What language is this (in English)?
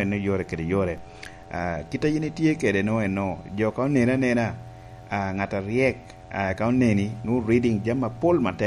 Lango (Uganda)